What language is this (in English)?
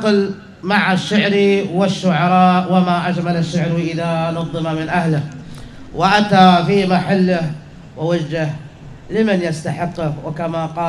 Arabic